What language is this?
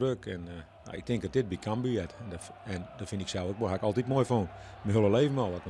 Western Frisian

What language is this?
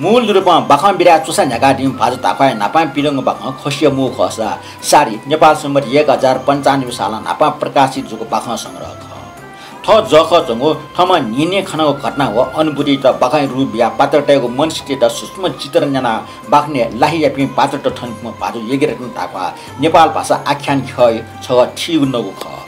Newari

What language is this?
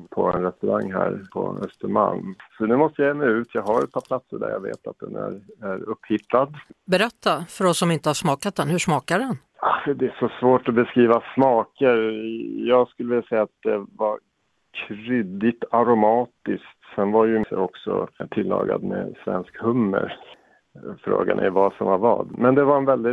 Swedish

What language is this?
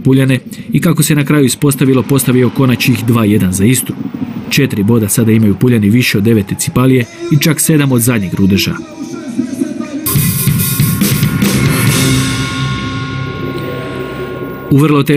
Croatian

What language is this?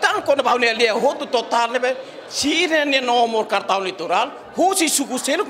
Tetum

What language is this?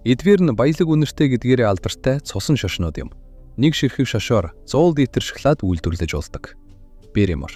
Mongolian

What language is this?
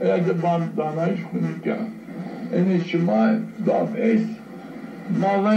Zaza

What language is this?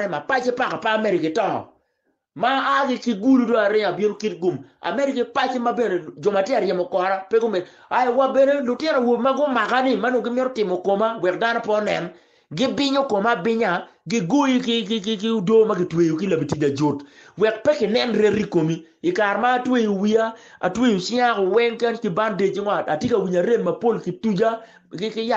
Acoli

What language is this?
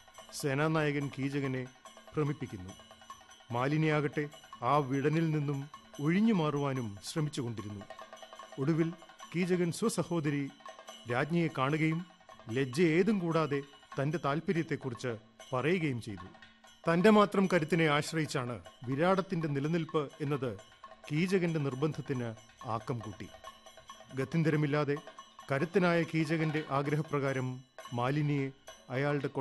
Malayalam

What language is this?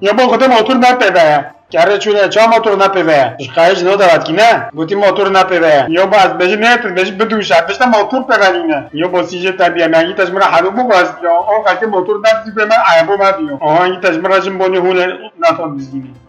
Kurdish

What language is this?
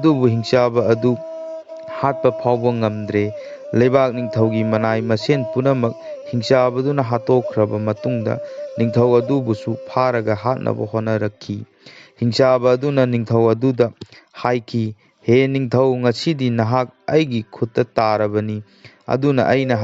Manipuri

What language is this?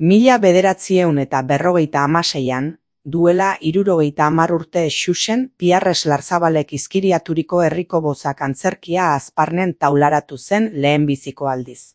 Basque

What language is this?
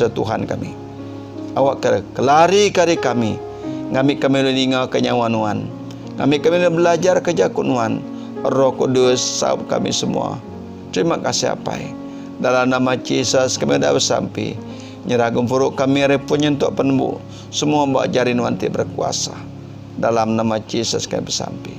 Iban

